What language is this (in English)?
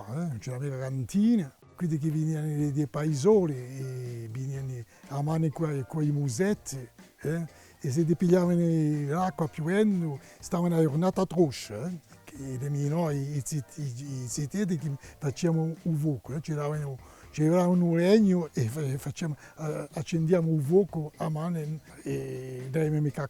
Corsican